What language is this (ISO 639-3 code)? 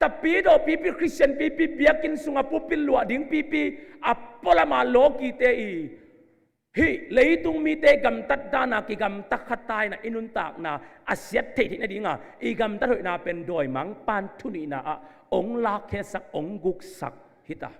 ctd